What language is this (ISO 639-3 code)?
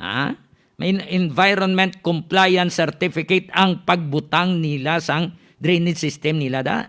hil